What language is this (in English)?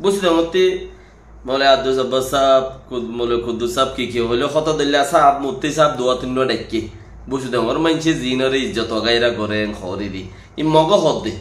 Rohingya